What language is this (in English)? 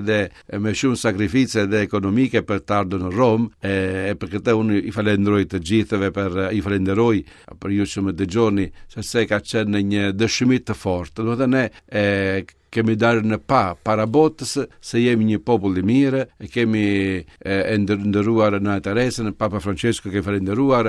Albanian